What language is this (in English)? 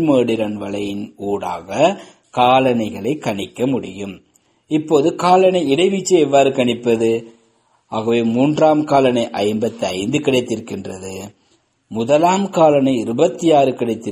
Tamil